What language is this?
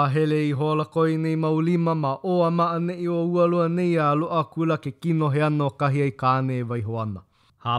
Hawaiian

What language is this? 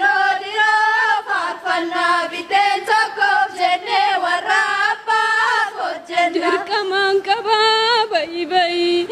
Oromo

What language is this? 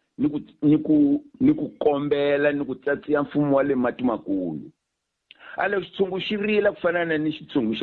Tsonga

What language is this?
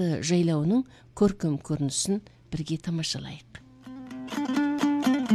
Kazakh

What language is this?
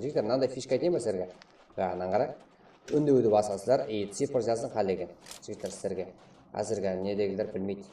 Kara-Kalpak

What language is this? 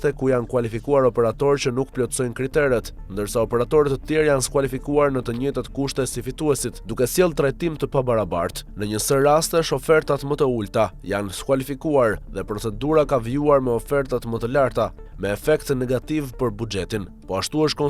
Albanian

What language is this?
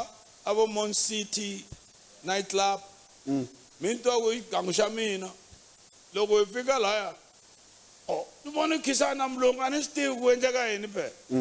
Tsonga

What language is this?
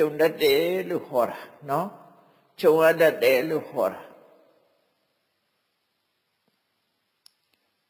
Burmese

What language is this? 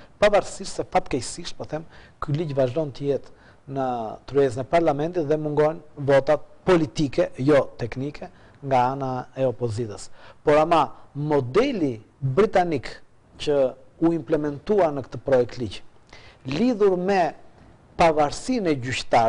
Albanian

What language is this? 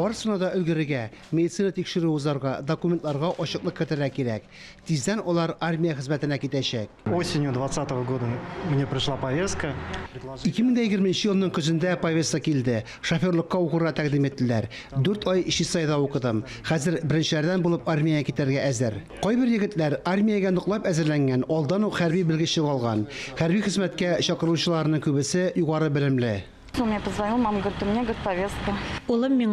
Tatar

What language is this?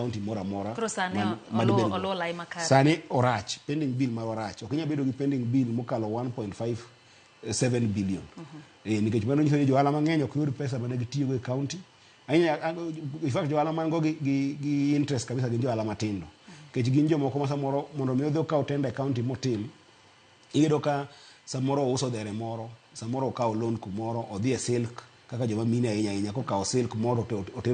Luo (Kenya and Tanzania)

